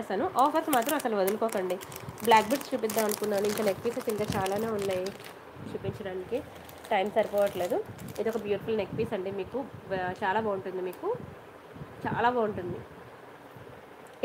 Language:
Telugu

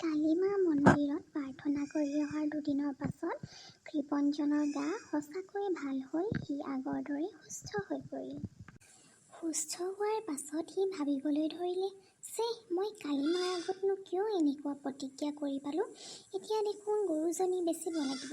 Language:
Assamese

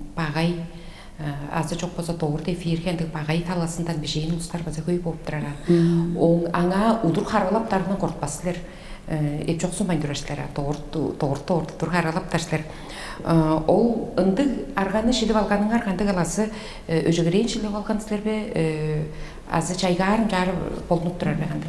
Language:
Tuvinian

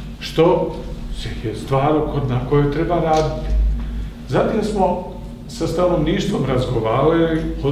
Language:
Croatian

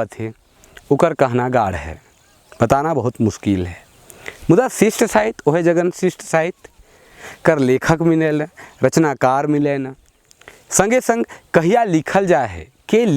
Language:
Sadri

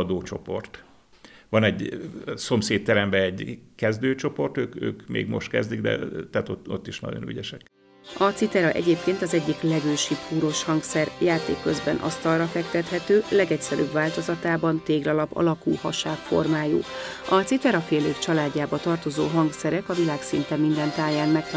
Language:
Hungarian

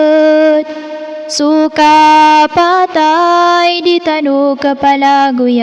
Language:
Maranao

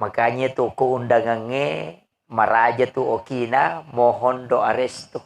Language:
Buginese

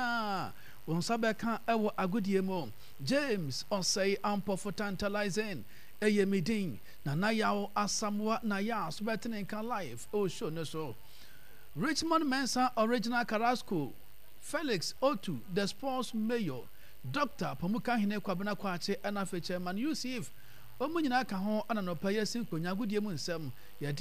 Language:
Akan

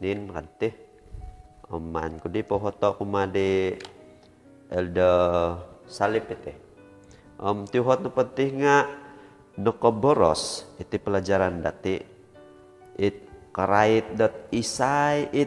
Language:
Central Dusun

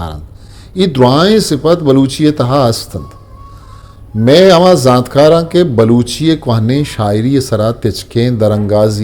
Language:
Eastern Balochi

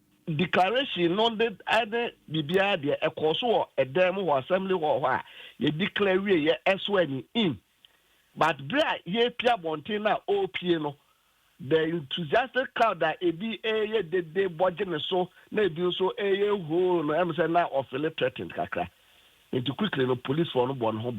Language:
Akan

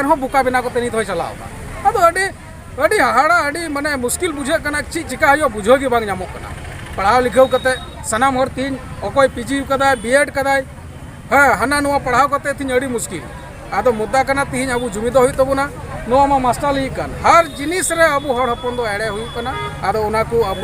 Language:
Santali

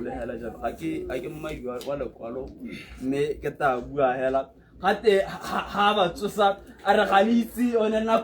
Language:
Tswana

